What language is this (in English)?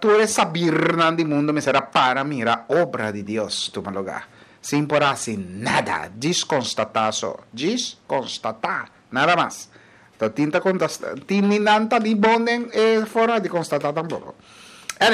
Papiamento